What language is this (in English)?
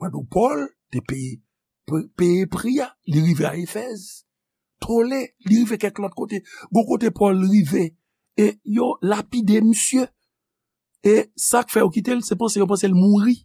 Haitian Creole